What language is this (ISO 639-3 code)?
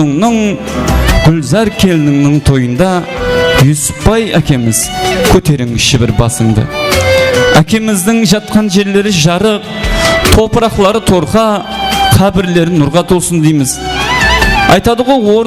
kaa